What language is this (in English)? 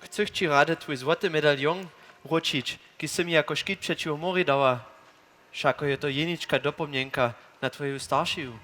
Upper Sorbian